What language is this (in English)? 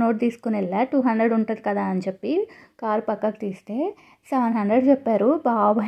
Telugu